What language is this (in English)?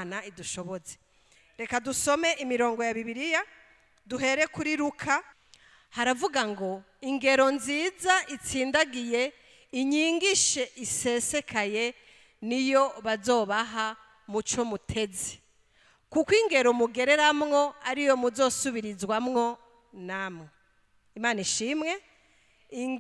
Rundi